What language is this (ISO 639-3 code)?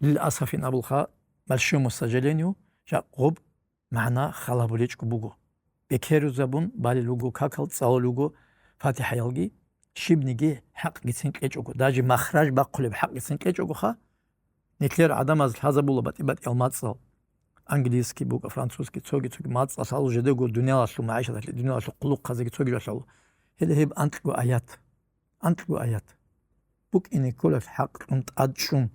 ava